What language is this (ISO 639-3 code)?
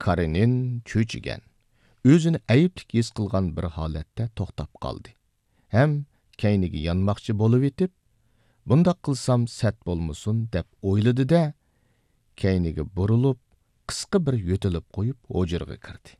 uig